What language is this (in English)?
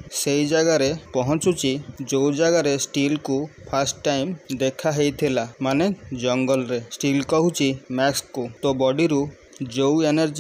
Odia